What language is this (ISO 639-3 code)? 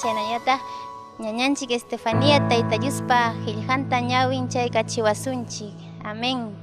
quy